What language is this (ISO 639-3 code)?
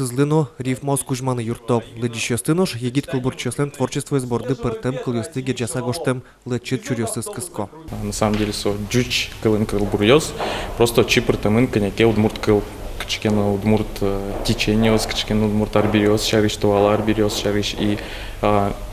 udm